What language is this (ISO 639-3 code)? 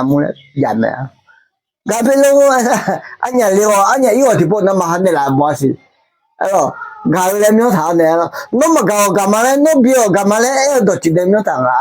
ahk